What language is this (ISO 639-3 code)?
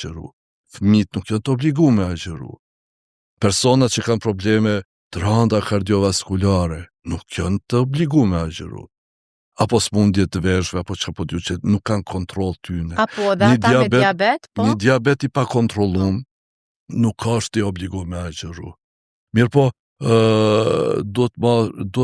sqi